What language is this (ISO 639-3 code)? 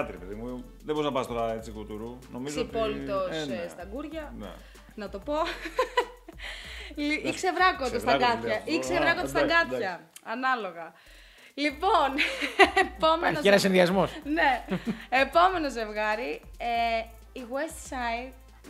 ell